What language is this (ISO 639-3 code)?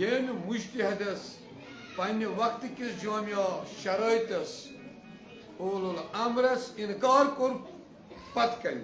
kas